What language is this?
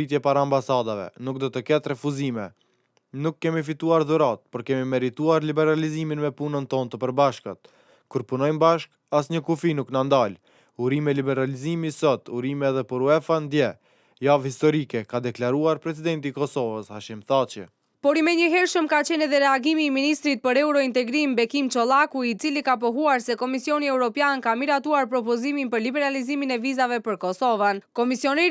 Albanian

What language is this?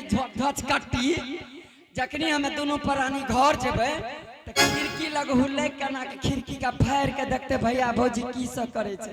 Angika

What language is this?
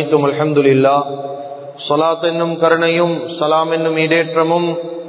Tamil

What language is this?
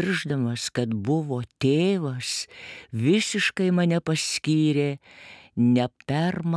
Lithuanian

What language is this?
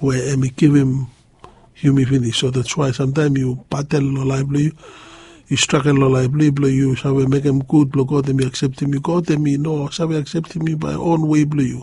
Bislama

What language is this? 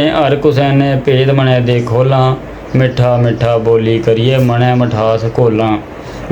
Dogri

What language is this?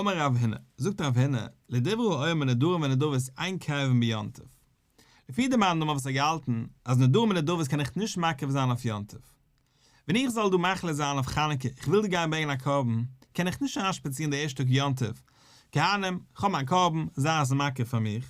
Yiddish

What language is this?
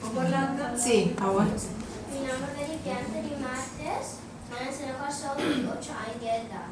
Papiamento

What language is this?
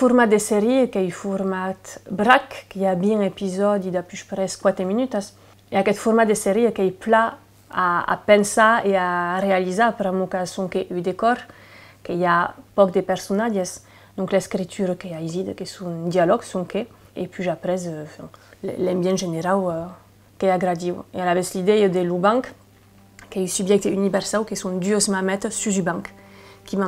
Occitan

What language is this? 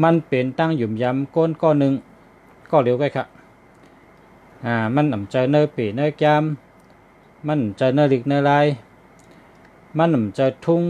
Shan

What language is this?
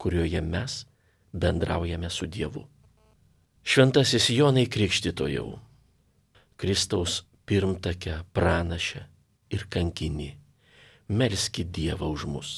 Lithuanian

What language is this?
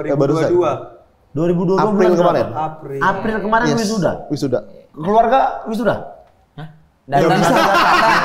Indonesian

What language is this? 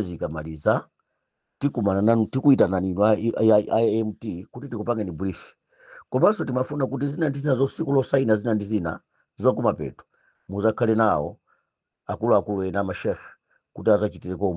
Nyanja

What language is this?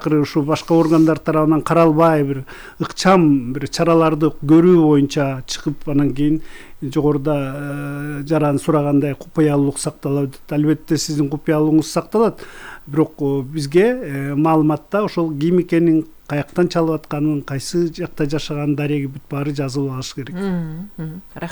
Kyrgyz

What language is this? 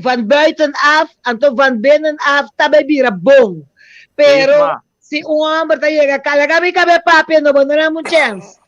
Papiamento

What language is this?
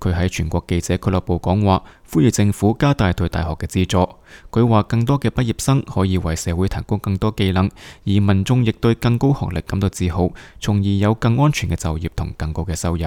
Cantonese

